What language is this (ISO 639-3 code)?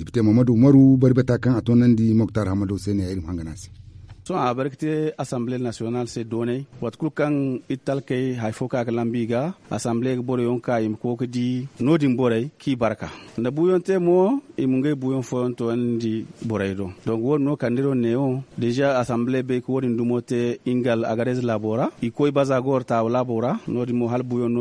dje